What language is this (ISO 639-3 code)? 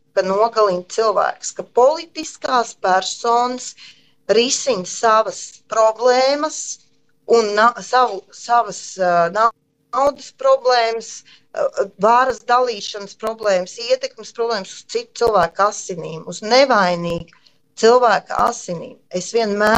lav